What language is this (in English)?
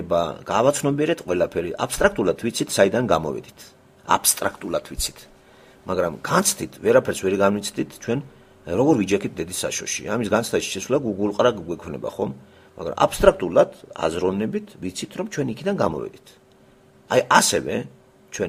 Georgian